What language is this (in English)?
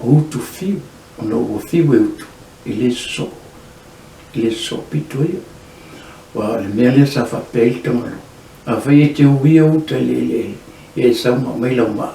Samoan